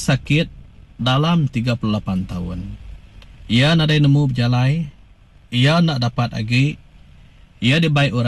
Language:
Iban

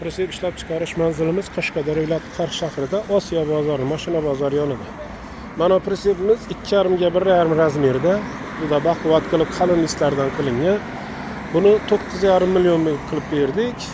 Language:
Uzbek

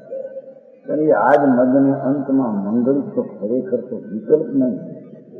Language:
Hindi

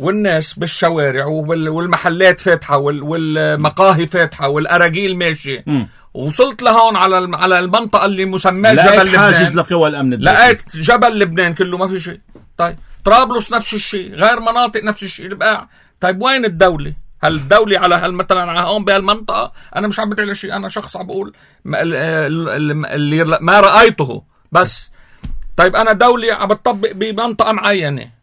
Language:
North Levantine Arabic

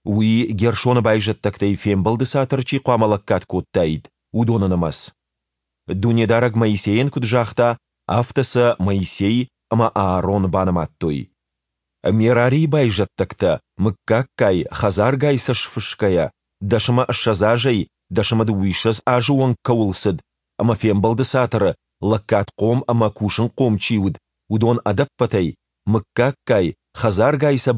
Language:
Ossetic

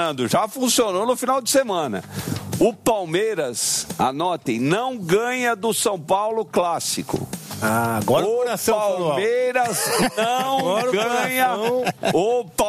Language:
Portuguese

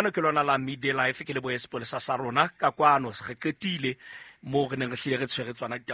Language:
Southern Sotho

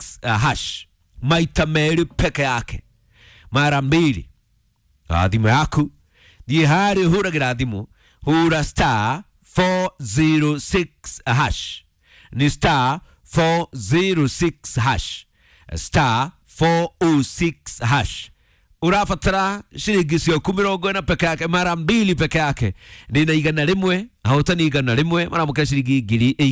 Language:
Kikuyu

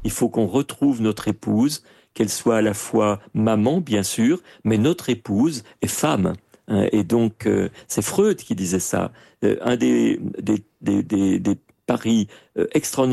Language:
French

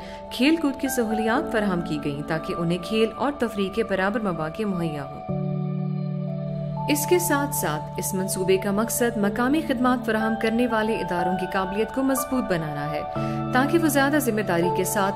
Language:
Urdu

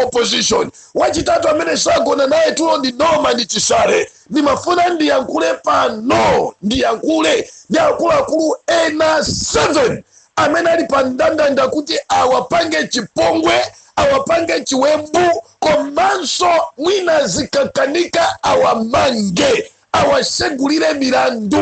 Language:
Nyanja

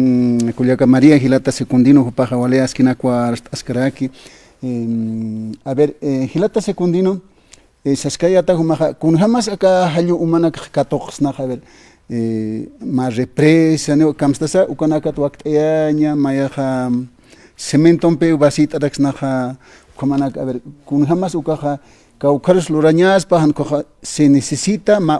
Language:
Aymara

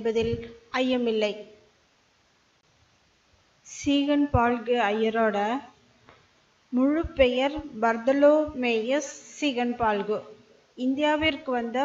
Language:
Tamil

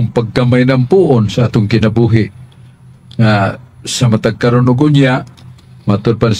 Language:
Cebuano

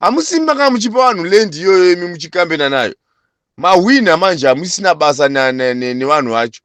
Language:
Shona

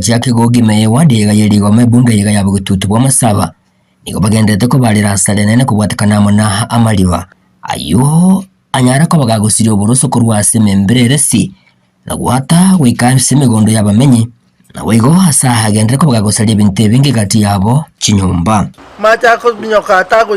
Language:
Gusii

